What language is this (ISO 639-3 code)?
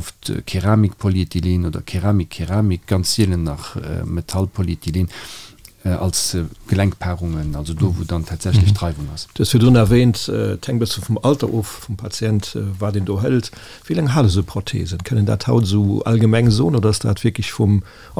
ltz